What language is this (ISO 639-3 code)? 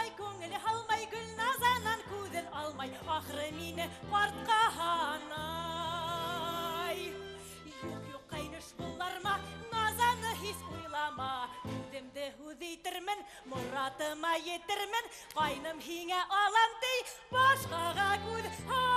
bak